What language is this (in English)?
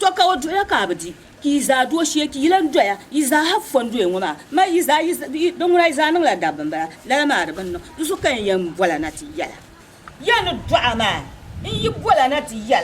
Dagbani